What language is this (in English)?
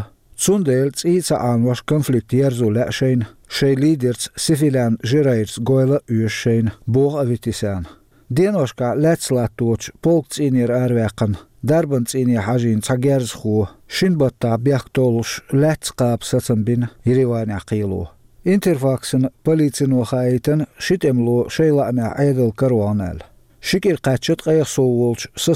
Chechen